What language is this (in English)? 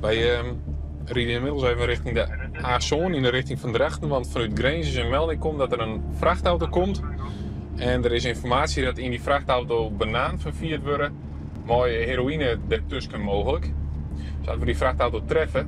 Western Frisian